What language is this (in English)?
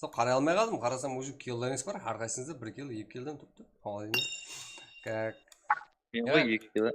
Kara-Kalpak